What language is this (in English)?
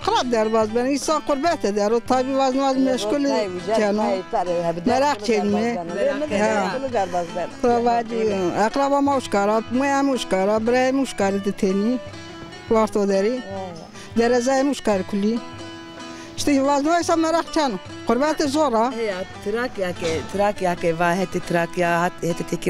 Zaza